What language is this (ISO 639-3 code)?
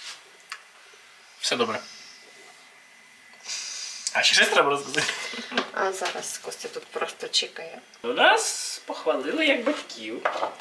ukr